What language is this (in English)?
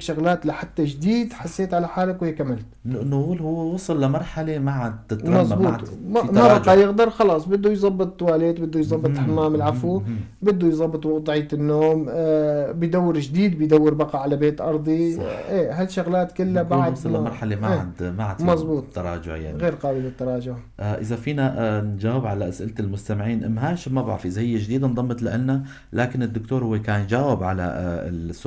North Levantine Arabic